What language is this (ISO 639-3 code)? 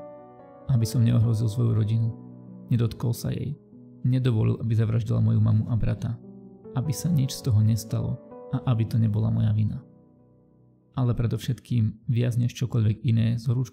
slk